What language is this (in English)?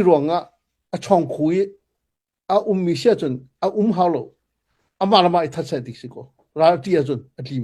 Hakha Chin